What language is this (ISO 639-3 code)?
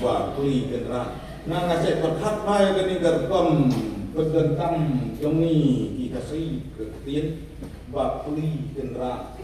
kha